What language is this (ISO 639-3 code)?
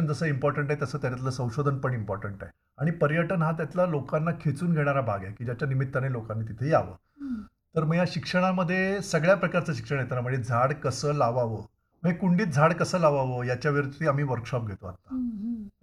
mar